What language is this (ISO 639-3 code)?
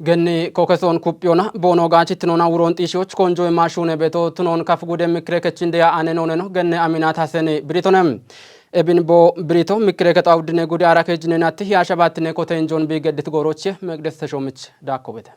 kbr